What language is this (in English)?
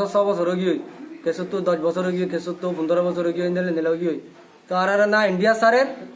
Rohingya